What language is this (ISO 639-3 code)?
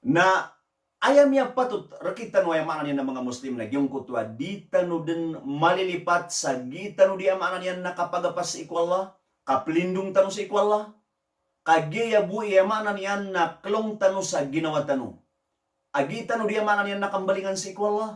mrw